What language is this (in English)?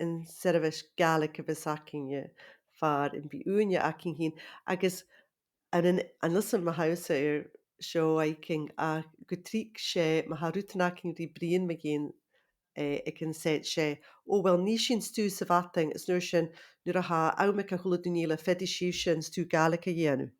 Scottish Gaelic